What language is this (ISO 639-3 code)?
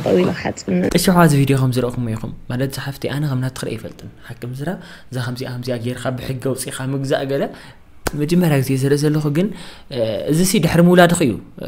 tir